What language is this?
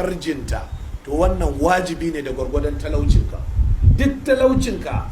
Hausa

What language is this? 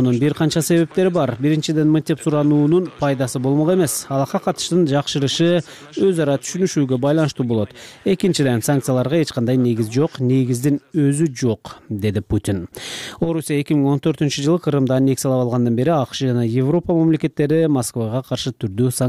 Kyrgyz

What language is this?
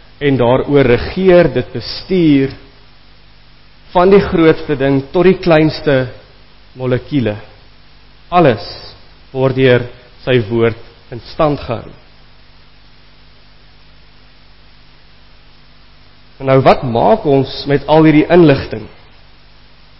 Afrikaans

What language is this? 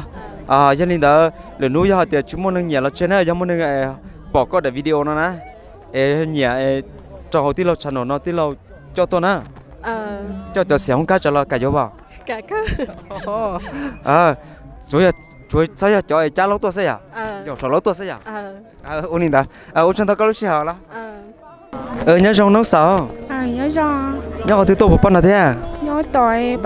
Vietnamese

